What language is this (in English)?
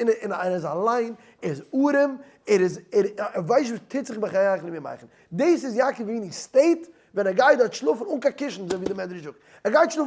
Yiddish